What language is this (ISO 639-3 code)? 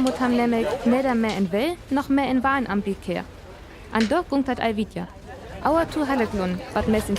frr